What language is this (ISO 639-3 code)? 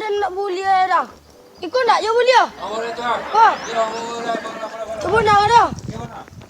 min